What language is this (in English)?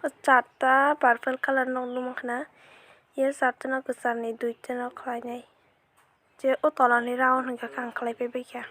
Kok Borok